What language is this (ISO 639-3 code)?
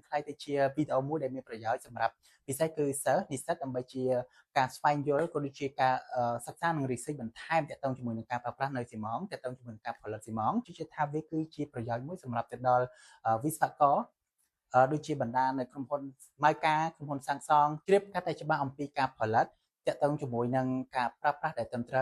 khm